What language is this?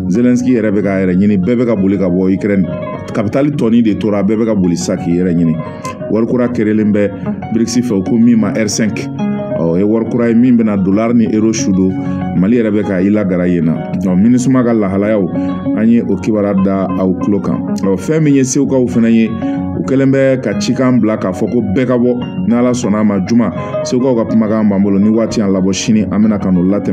Bambara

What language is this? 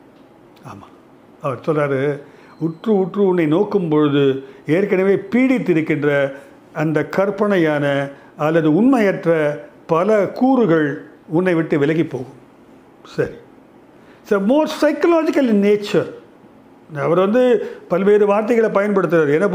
Tamil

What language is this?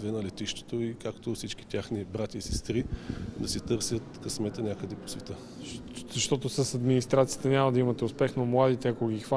Bulgarian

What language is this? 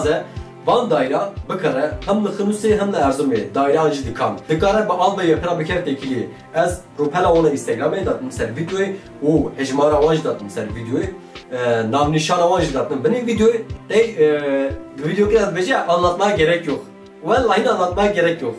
Kurdish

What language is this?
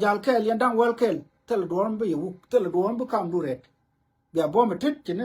Nuer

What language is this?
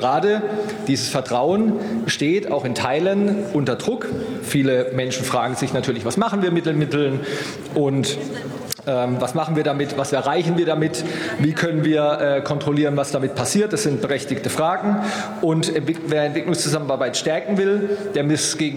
German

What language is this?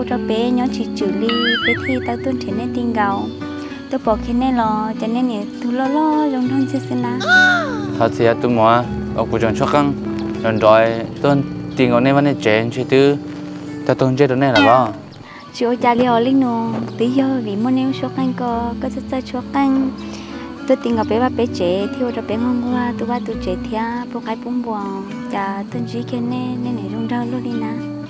Hmong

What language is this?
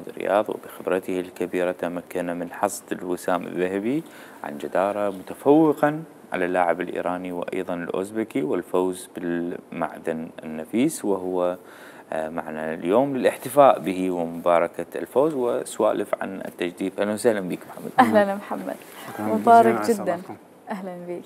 Mesopotamian Arabic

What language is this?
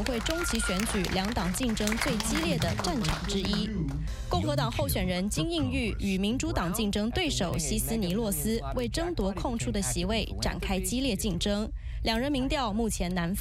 Chinese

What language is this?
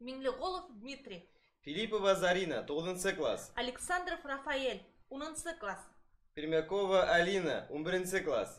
Bashkir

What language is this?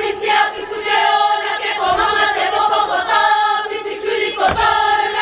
Māori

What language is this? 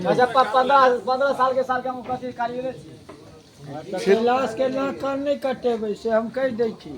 Maithili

